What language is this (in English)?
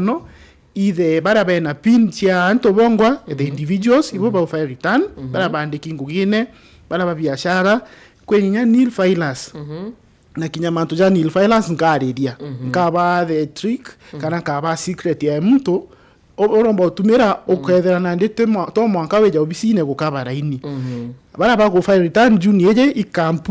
Meru